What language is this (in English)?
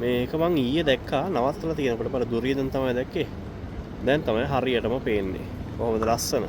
Sinhala